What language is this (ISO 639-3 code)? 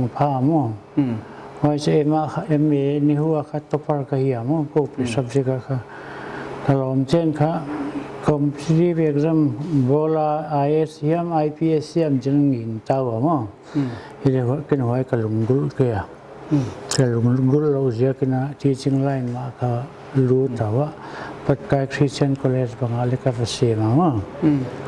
pck